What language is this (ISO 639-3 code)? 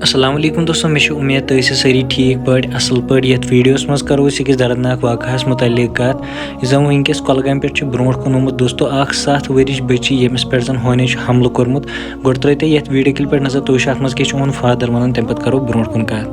kas